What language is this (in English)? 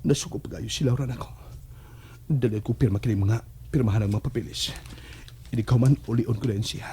Cebuano